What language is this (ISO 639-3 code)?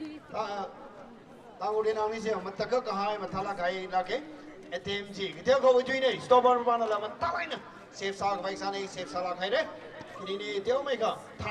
nmf